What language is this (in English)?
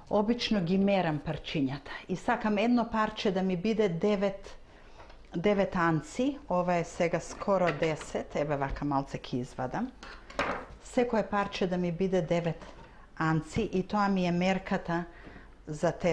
Macedonian